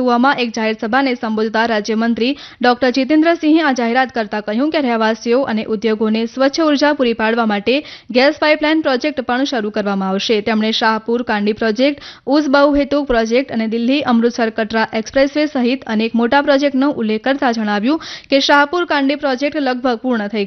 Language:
Gujarati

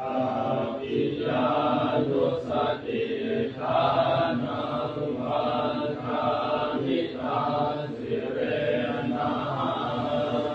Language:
Pali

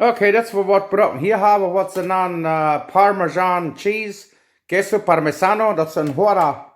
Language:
Plautdietsch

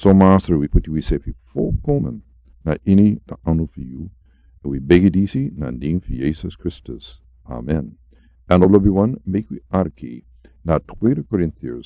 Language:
Sranan Tongo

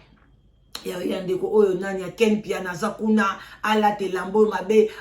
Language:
Lingala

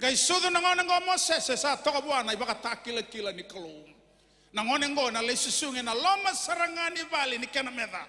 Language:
Fijian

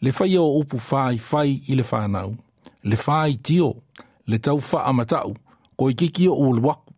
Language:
Samoan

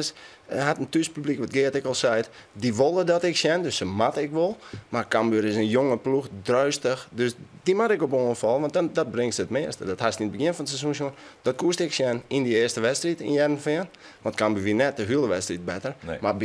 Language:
Western Frisian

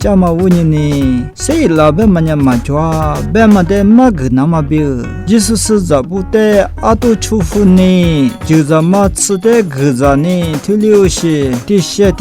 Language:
Lisu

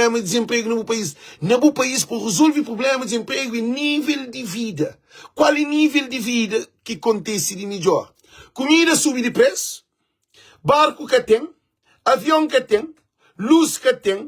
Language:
Kabuverdianu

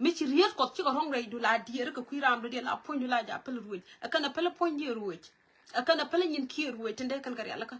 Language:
Nuer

